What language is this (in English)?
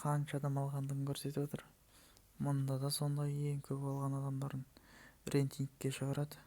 Kazakh